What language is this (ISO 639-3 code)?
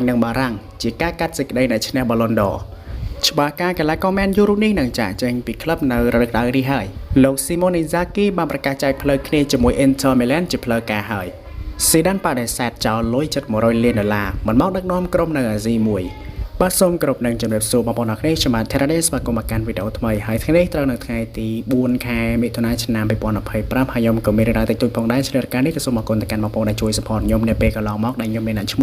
khm